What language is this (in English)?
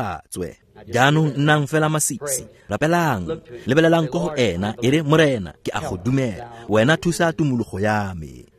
Tswana